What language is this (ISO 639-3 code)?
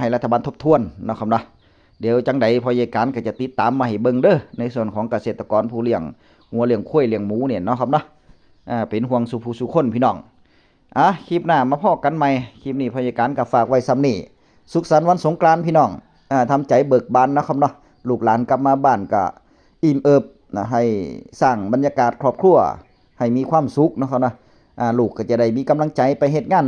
tts